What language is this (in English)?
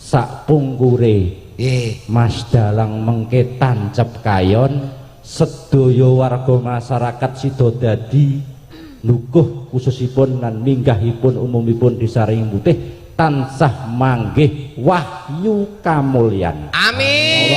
Javanese